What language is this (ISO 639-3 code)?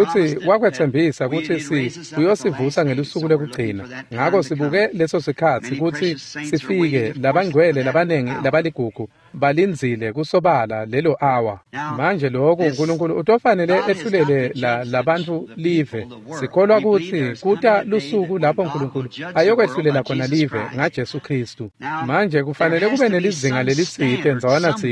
ssw